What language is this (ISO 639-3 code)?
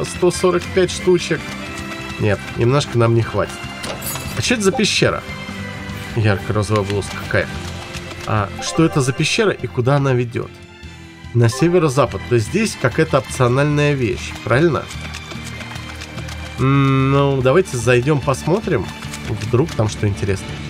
rus